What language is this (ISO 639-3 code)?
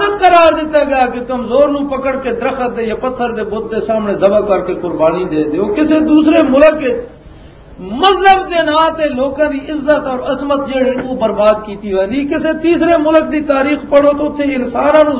lah